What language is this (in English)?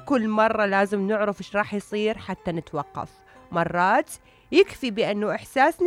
Mesopotamian Arabic